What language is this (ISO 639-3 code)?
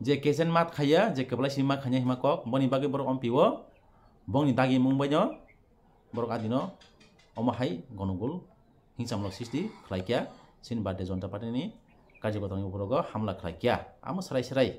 trp